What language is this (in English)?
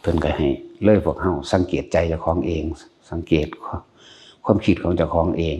Northeastern Thai